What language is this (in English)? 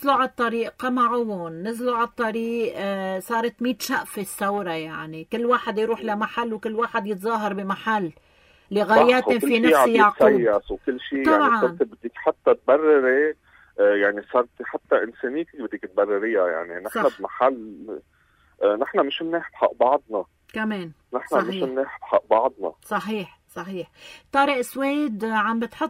North Levantine Arabic